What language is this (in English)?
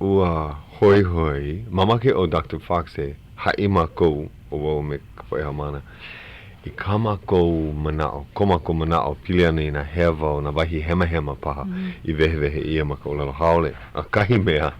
Hawaiian